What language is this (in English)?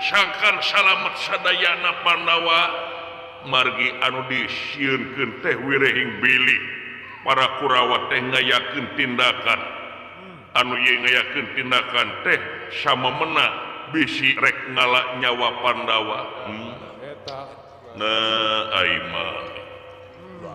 Sundanese